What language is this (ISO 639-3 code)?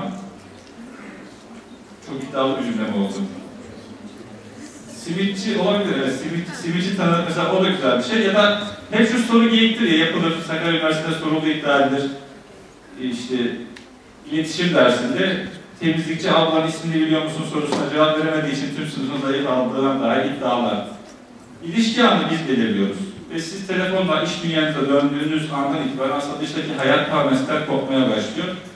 tur